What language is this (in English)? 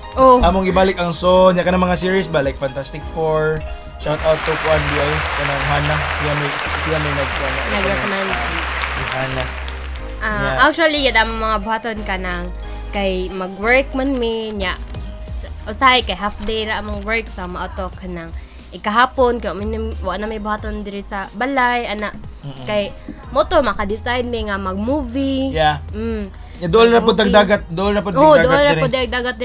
Cebuano